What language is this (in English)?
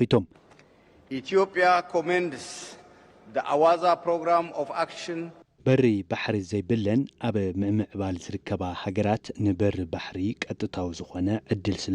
Tigrinya